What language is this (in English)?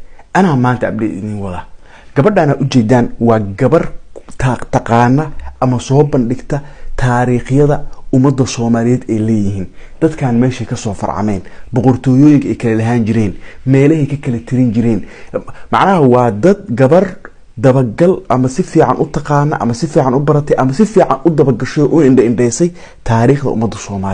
Somali